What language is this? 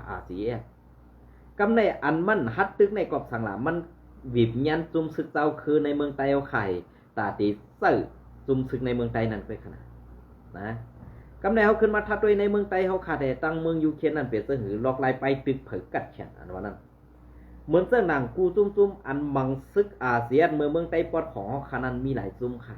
Shan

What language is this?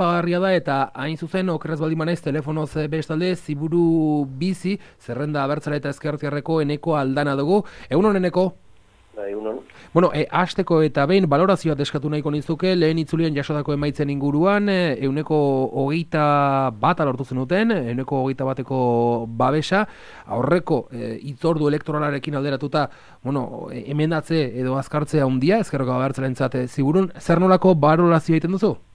Basque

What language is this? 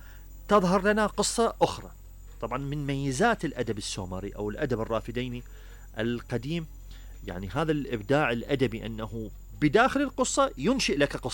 Mesopotamian Arabic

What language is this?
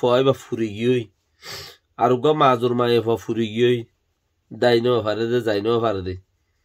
Rohingya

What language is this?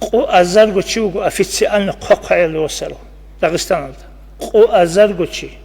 Avaric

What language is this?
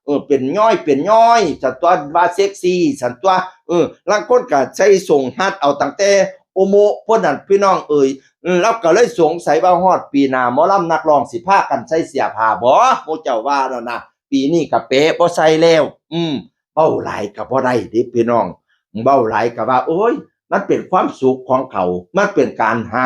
Northeastern Thai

